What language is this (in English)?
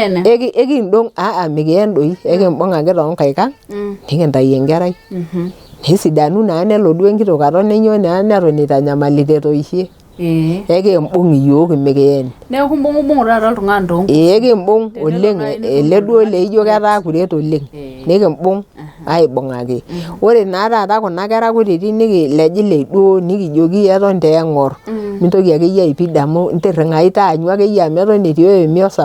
Masai